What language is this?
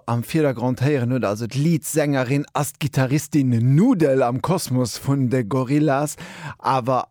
Luxembourgish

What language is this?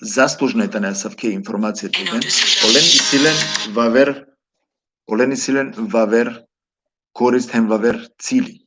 Balkan Romani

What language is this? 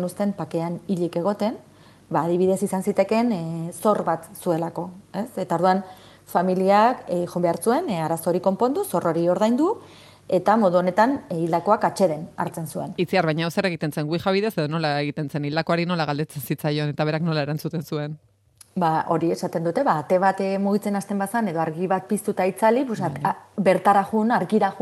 Basque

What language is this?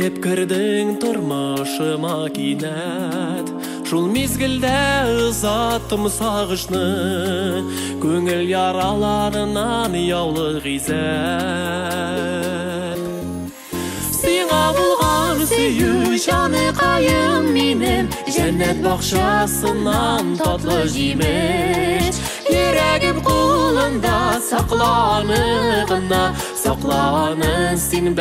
Tatar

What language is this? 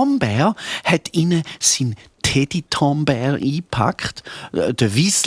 Swiss German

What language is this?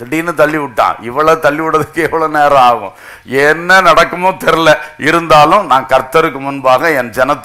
Tamil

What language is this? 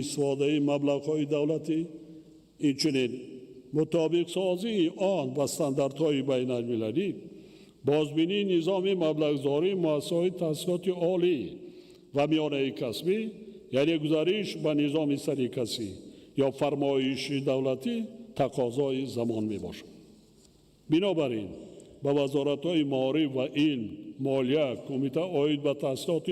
Tajik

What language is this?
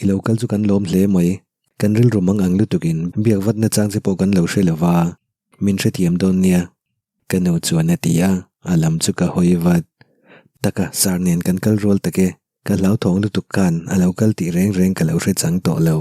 Mizo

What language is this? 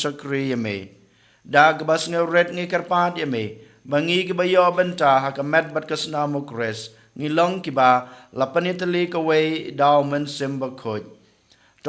Khasi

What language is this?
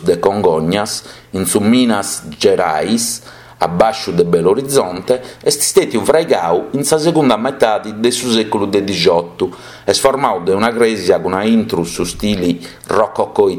Sardinian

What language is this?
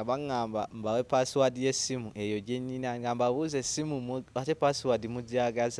Ganda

